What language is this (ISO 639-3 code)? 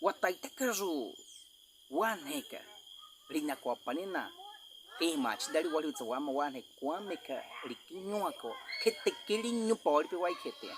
bwi